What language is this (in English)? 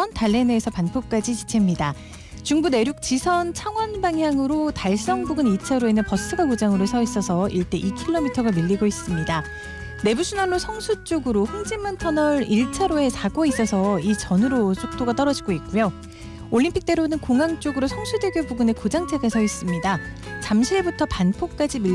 Korean